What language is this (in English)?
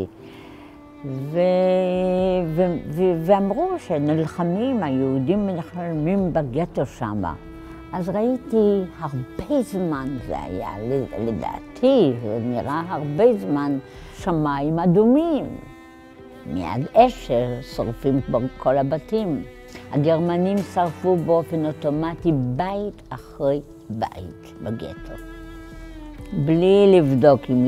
Hebrew